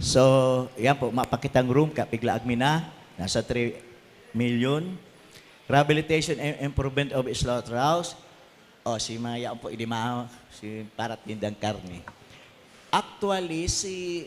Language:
Bikol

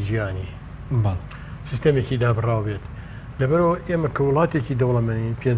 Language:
Central Kurdish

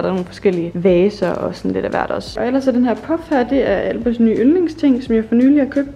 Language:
Danish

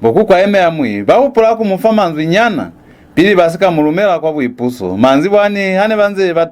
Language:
Lozi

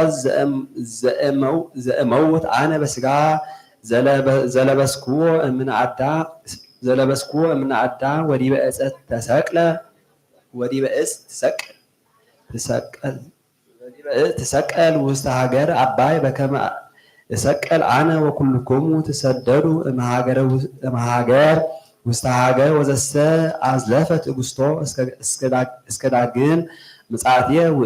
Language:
Geez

